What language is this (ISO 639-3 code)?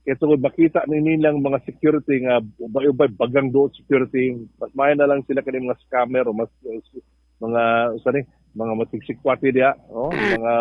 ceb